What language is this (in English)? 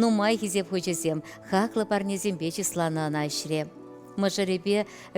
Chuvash